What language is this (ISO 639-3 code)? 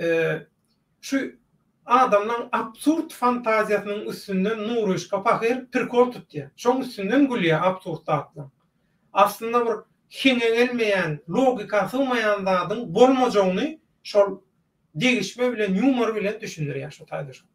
tuk